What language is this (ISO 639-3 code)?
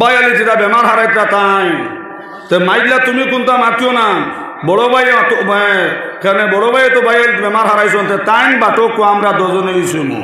syl